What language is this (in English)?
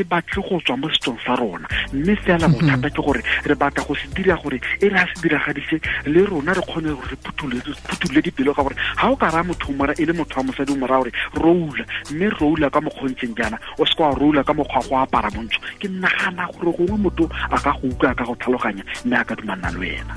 Tswana